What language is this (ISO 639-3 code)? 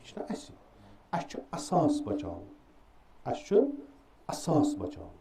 kas